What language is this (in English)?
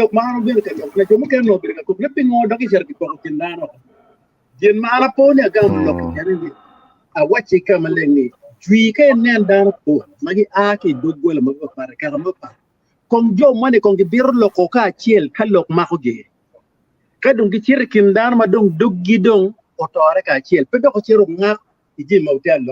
Acoli